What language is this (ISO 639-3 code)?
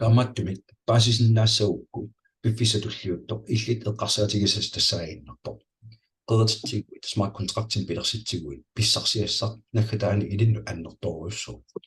kal